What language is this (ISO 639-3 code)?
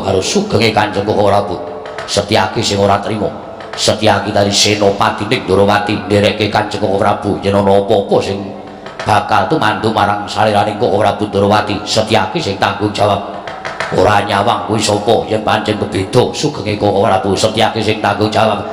jav